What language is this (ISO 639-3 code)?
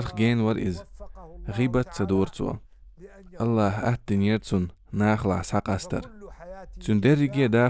che